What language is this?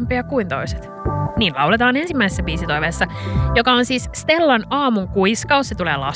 Finnish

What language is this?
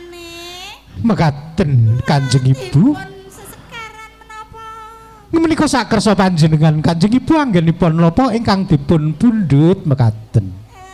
Javanese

